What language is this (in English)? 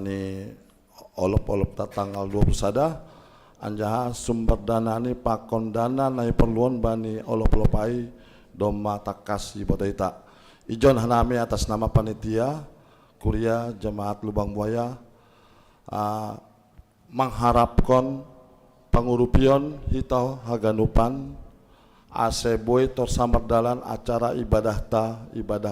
Batak Simalungun